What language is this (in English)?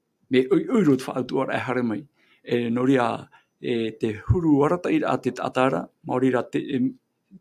Tahitian